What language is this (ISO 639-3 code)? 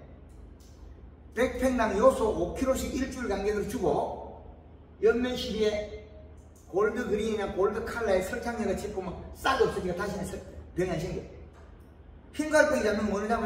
kor